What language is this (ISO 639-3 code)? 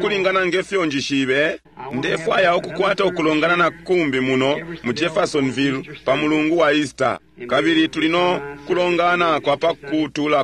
bem